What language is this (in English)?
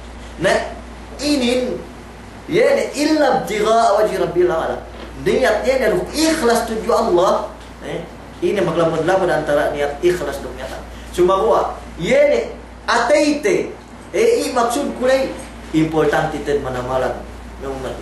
Yakan